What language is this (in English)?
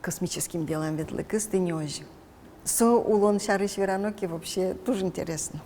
Udmurt